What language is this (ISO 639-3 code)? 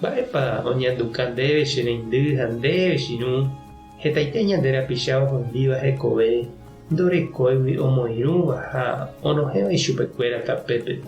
grn